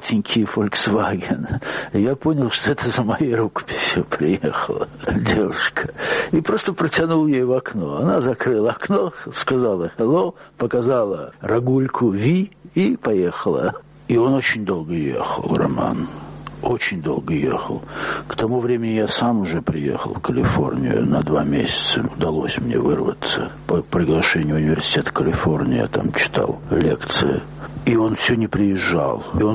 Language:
Russian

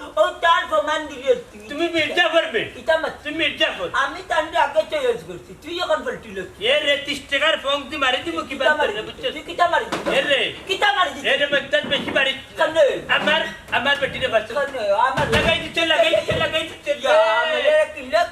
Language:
Sylheti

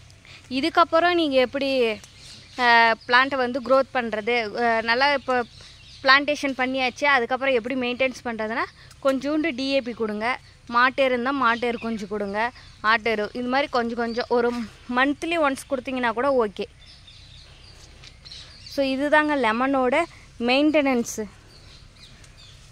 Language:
Tamil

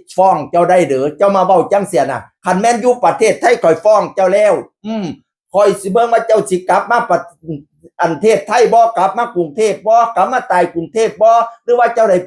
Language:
Northeastern Thai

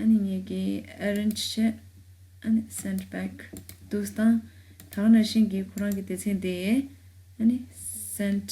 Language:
Tibetan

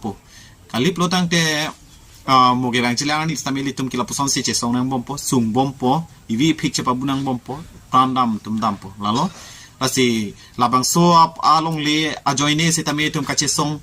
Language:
Karbi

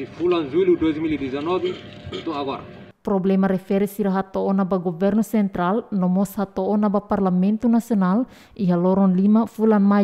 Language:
Tetum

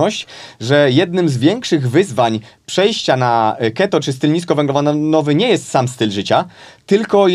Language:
Polish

